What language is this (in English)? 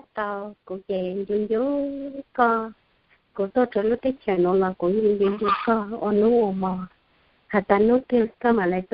Hmong